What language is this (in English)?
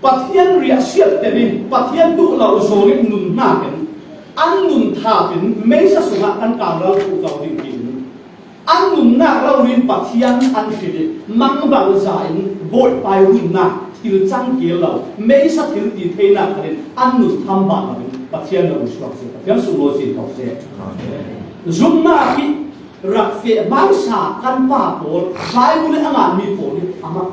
Falam Chin